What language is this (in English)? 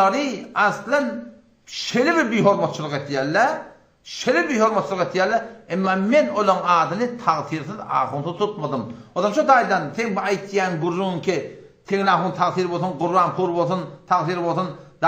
Turkmen